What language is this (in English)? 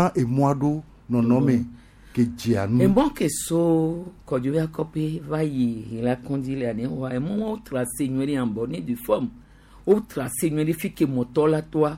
Gen